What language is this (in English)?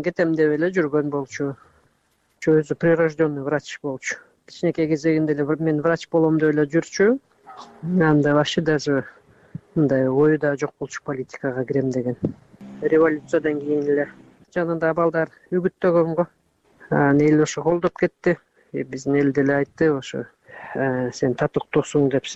Kyrgyz